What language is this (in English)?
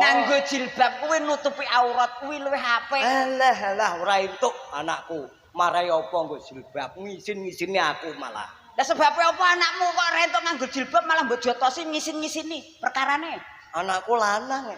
Javanese